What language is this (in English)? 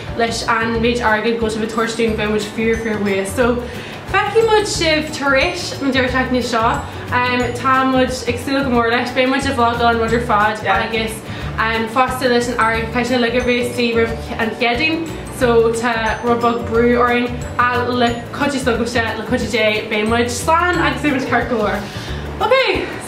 Irish